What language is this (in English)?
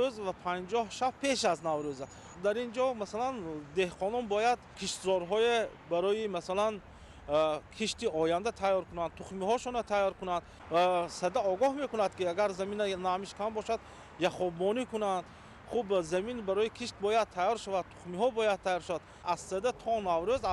Tajik